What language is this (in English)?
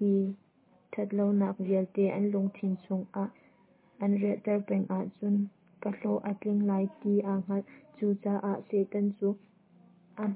Hakha Chin